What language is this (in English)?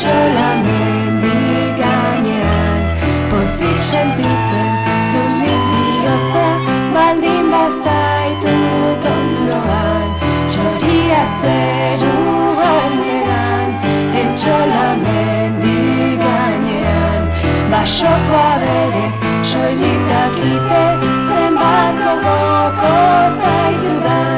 Basque